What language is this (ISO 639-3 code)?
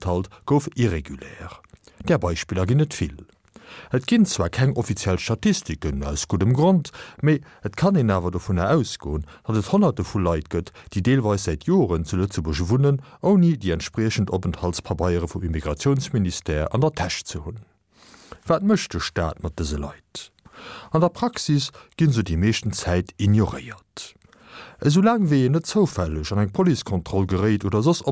ltz